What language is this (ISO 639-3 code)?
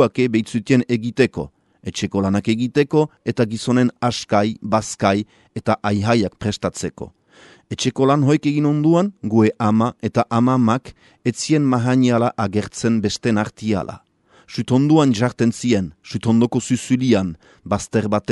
eus